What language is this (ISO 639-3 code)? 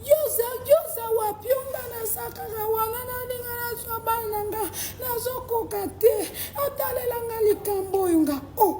lin